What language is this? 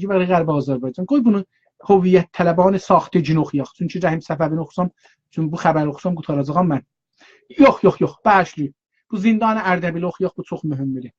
South Azerbaijani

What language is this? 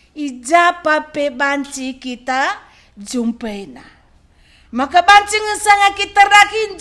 Batak Karo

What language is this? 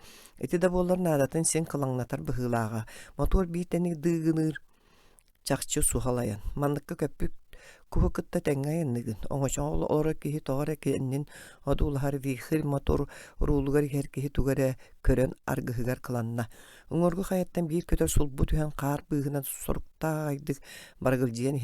Yakut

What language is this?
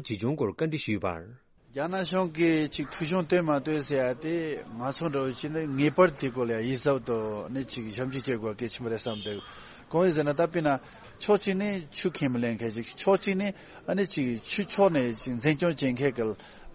Tibetan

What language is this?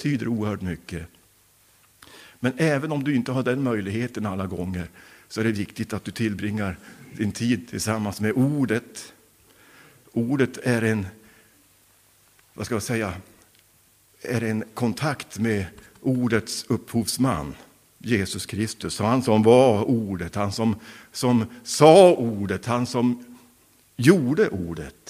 Swedish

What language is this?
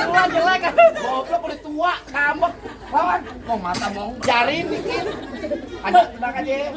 Betawi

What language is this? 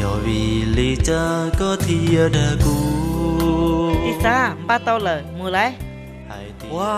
Hmong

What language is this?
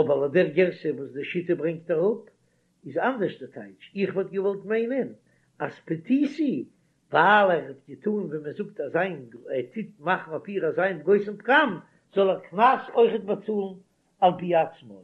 Yiddish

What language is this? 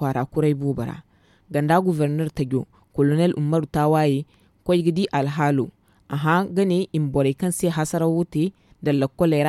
Zarma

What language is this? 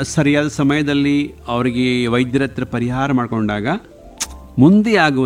Kannada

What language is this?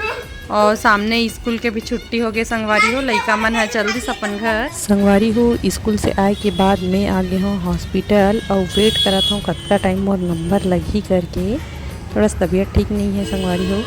Chhattisgarhi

